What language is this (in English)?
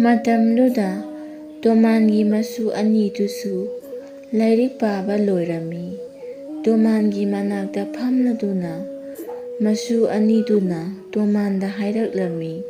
Manipuri